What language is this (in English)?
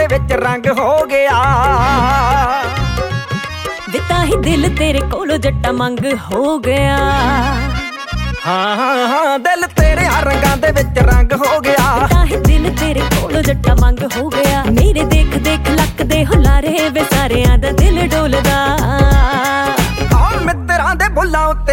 Punjabi